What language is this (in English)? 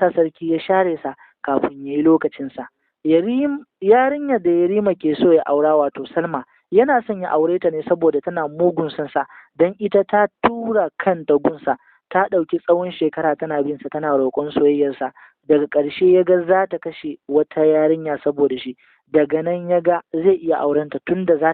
Hausa